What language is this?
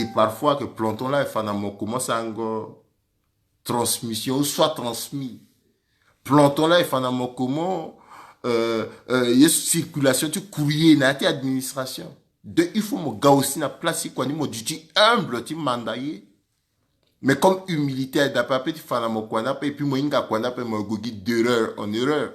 Sango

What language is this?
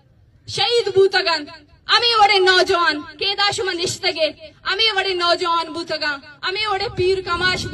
Eastern Balochi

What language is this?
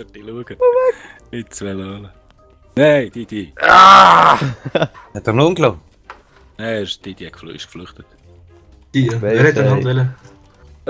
Swiss German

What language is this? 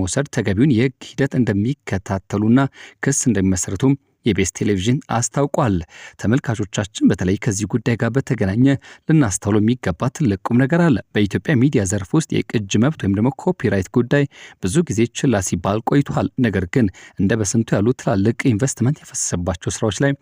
Amharic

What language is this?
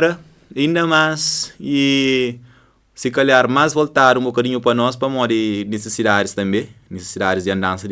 Kabuverdianu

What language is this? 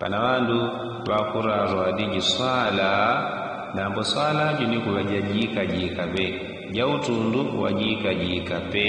Yao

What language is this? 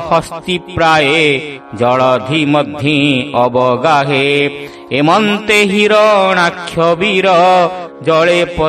Odia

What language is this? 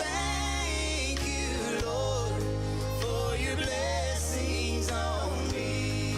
Gilbertese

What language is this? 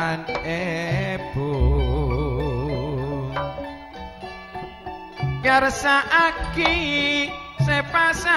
Indonesian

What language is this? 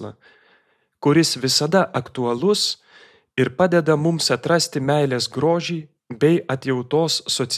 Lithuanian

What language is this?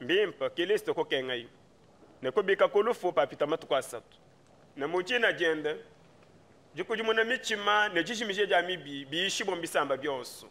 Luba-Lulua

